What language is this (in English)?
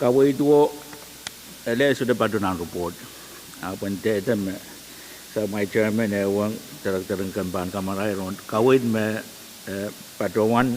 Pohnpeian